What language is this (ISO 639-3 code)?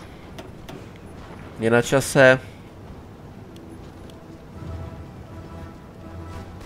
ces